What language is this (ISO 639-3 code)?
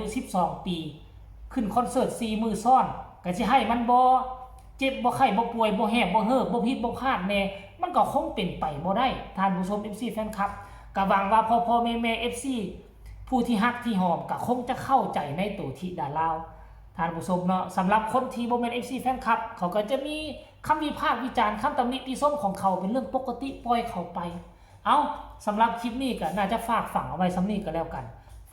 tts